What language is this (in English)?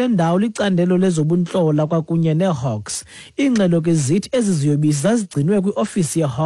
Xhosa